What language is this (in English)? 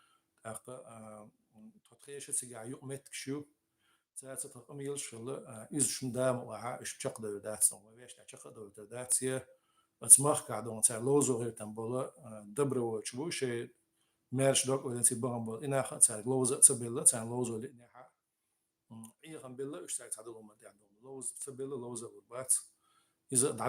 Chechen